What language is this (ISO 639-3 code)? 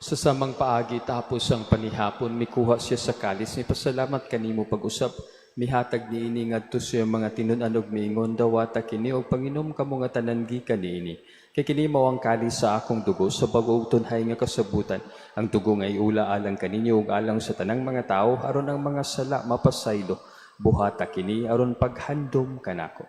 ceb